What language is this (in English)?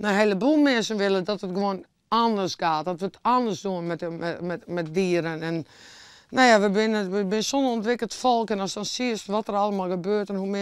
Western Frisian